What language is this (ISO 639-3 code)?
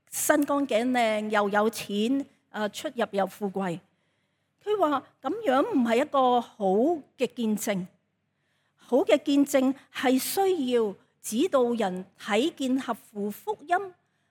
yue